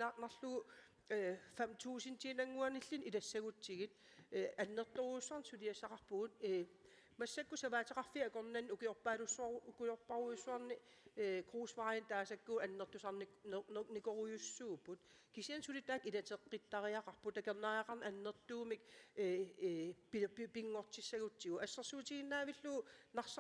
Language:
Kalaallisut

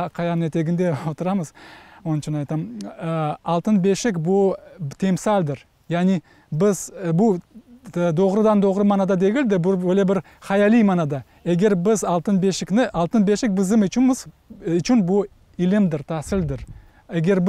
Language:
Crimean Tatar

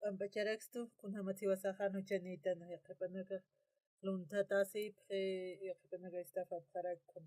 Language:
Aymara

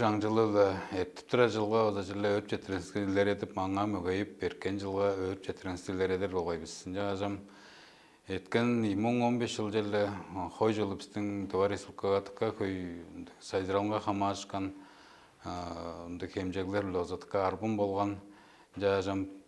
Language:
Tuvinian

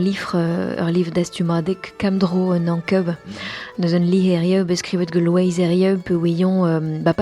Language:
Breton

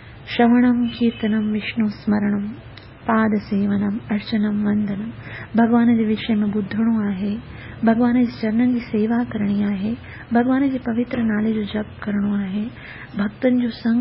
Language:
Sindhi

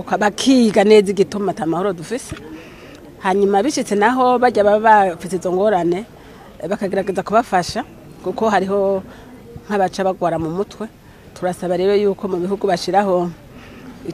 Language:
Rundi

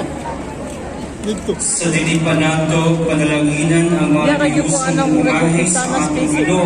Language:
Cebuano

